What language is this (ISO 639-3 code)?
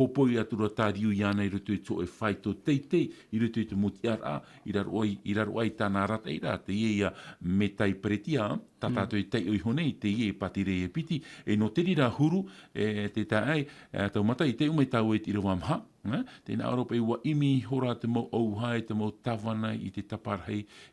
tah